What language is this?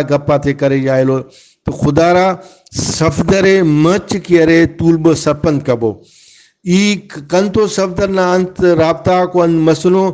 Brahui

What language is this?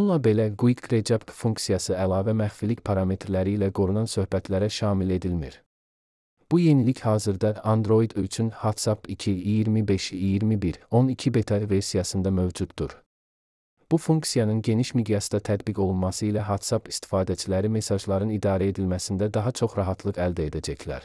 Azerbaijani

